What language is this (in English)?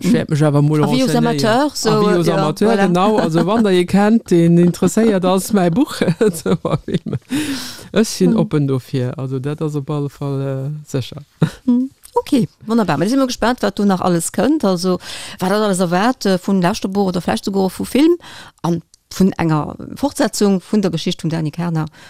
Luxembourgish